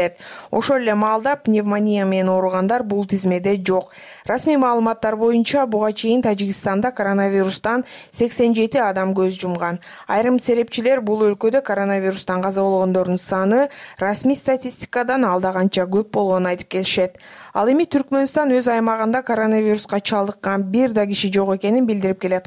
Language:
Kyrgyz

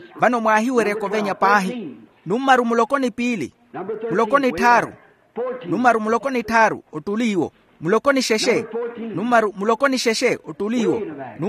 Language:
Makhuwa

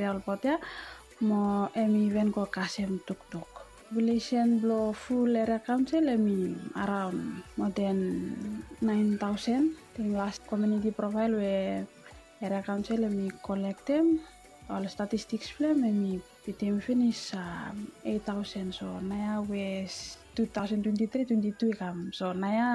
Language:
Bislama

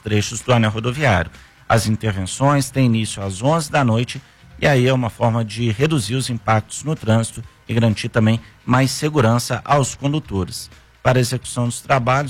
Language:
Portuguese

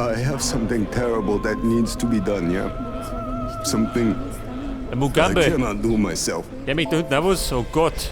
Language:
Bavarian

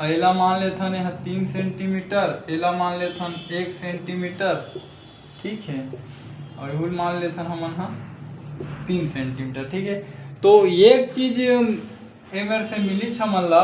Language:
Chhattisgarhi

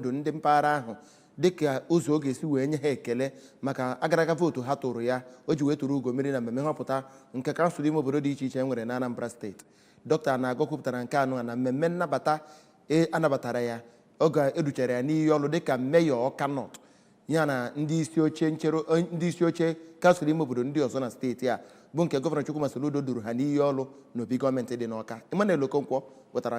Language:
Igbo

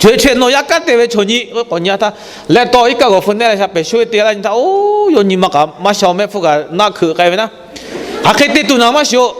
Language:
Lahu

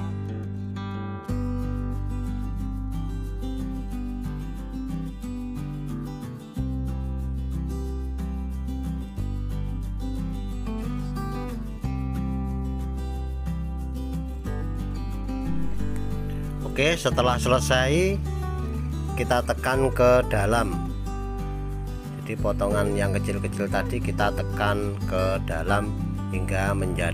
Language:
Indonesian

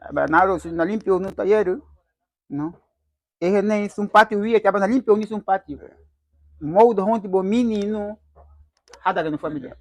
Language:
Garifuna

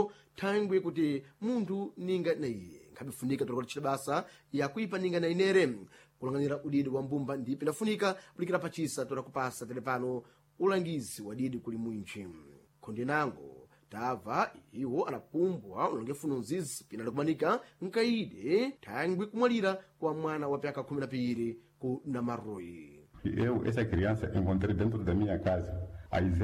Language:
Sena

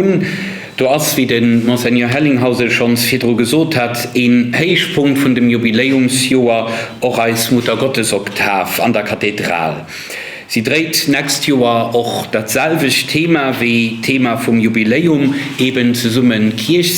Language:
Luxembourgish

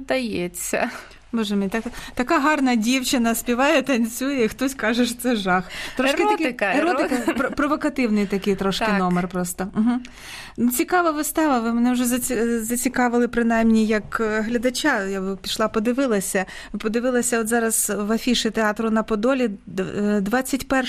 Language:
Ukrainian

